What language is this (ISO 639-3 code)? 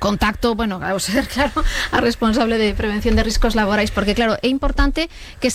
glg